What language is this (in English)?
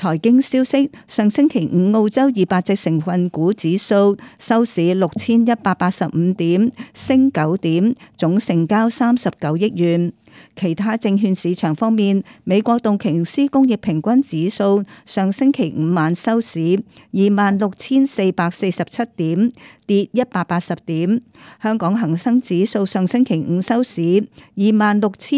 Cantonese